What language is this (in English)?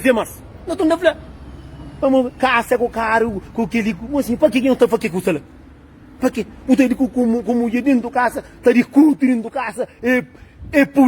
Kabuverdianu